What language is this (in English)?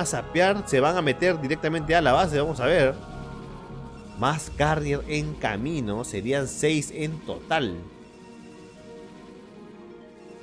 Spanish